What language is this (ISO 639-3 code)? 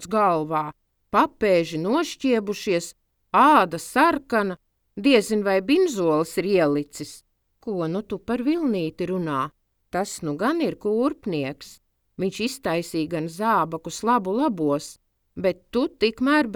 lav